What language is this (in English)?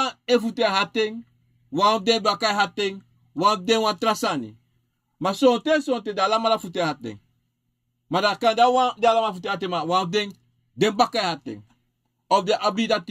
Sranan Tongo